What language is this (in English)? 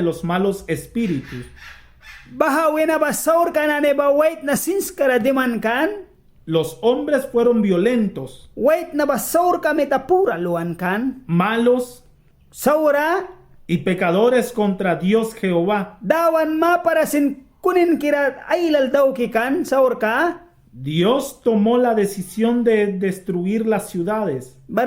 Mískito